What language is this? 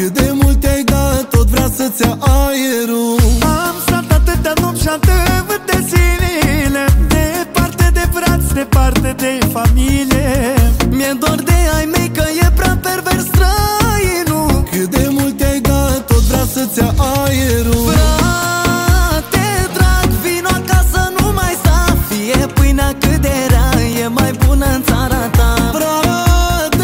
Romanian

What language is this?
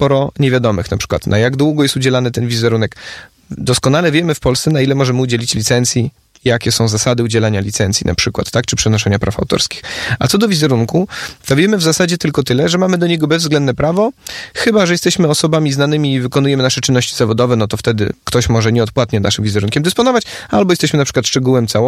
Polish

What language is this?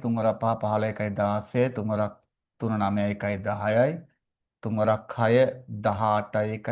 Sinhala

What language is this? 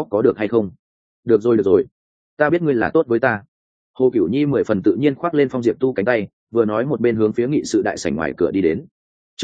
Vietnamese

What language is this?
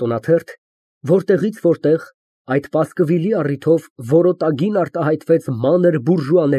Armenian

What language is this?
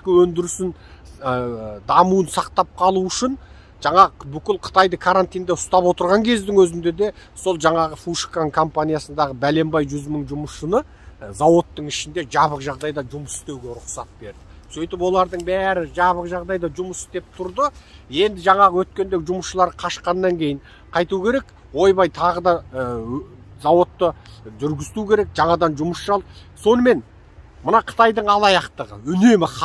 Kazakh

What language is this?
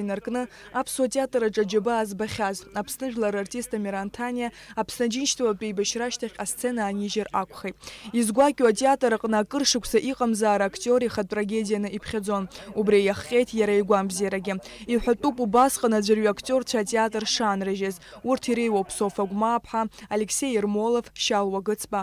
Abkhazian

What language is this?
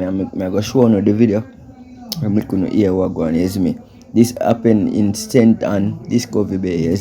Jamaican Creole English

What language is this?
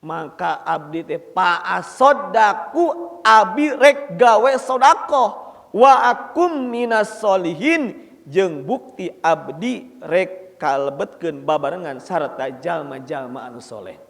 Sundanese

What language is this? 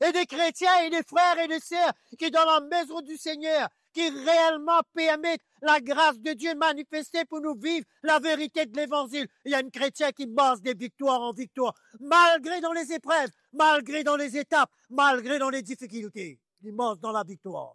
Morisyen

